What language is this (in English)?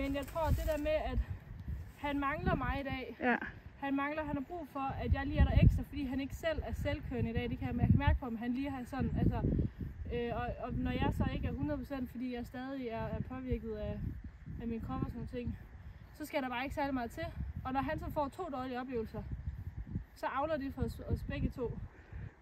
Danish